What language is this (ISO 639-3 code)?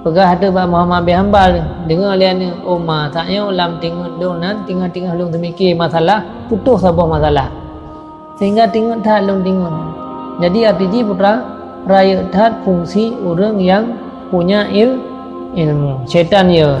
ace